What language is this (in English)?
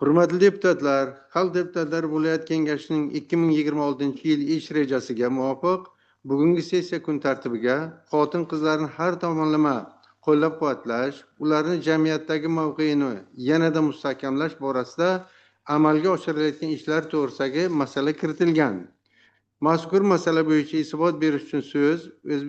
Uzbek